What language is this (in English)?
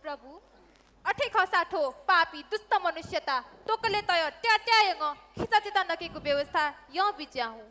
Newari